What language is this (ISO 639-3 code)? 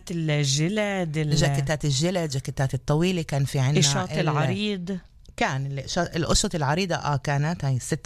apc